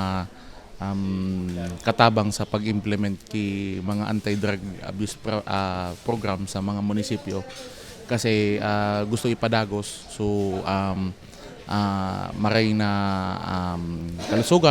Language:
Bikol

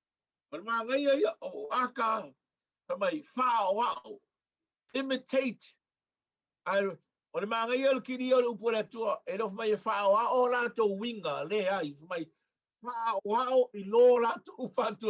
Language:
Samoan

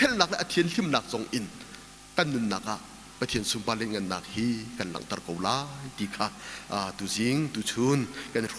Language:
Hakha Chin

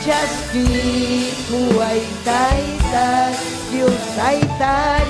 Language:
Ayacucho Quechua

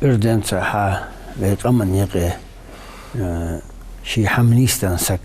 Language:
Ingush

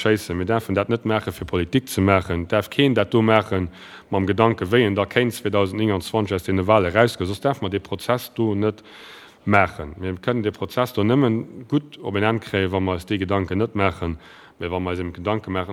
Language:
Luxembourgish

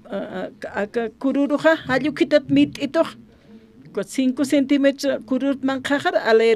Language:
Aymara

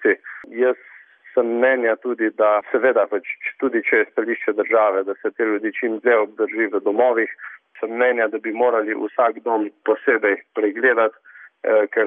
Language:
Slovenian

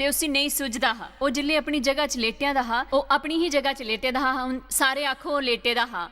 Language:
Dogri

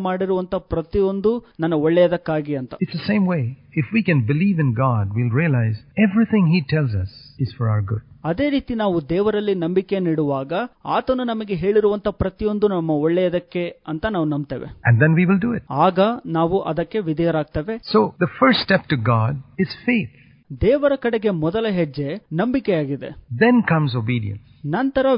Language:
Kannada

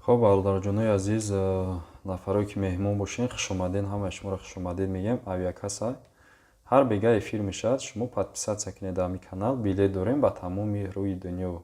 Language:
Tajik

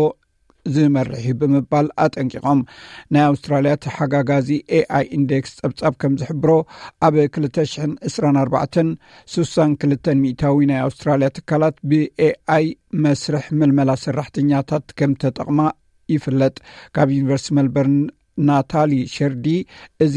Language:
Tigrinya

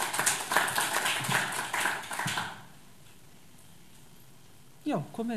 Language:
Icelandic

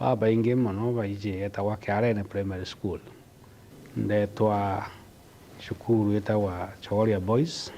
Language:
Meru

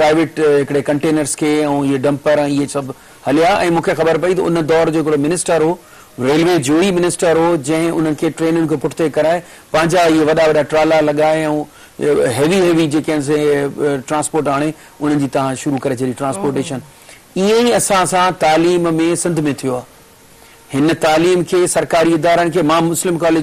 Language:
Sindhi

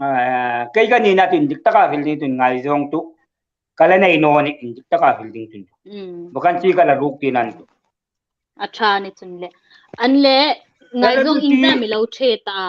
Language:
Hmar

